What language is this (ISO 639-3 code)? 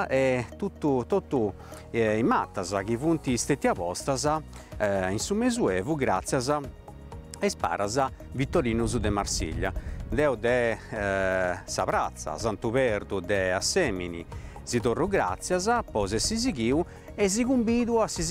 srd